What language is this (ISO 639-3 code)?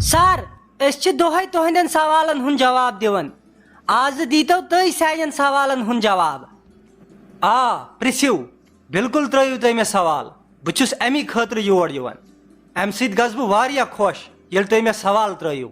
kas